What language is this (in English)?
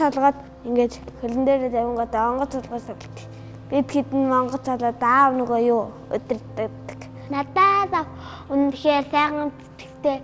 Mongolian